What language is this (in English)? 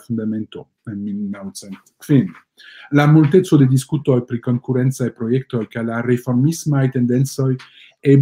Esperanto